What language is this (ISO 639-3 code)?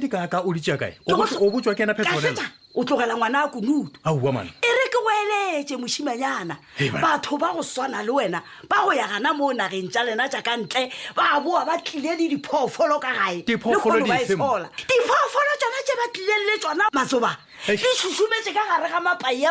nso